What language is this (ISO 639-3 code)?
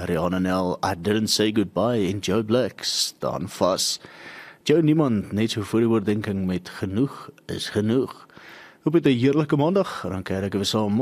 afr